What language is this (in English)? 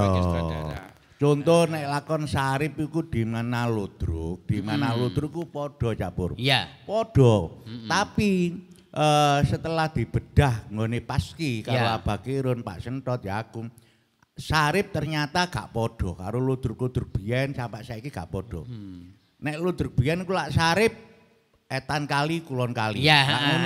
Javanese